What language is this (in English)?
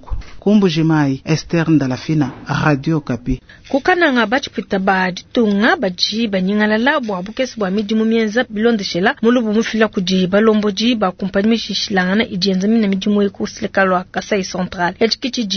Luba-Lulua